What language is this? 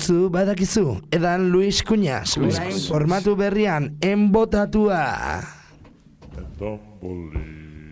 Basque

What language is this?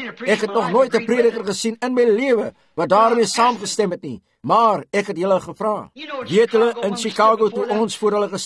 Afrikaans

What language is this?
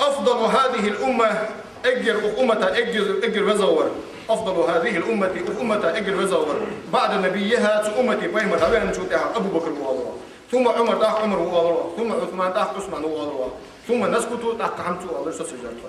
Ingush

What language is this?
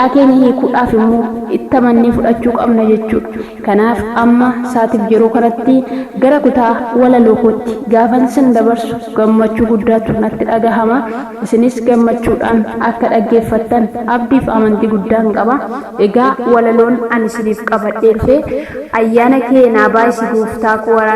Oromo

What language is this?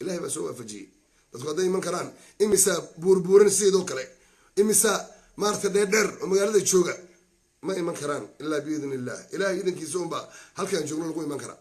Somali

